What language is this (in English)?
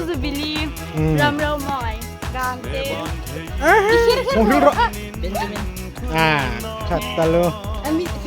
Hmar